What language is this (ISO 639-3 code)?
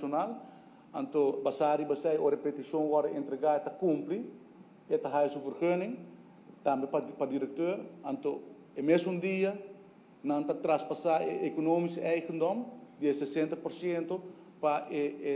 pap